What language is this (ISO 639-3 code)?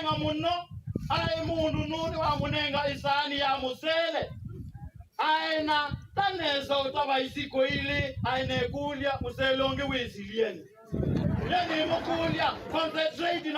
kam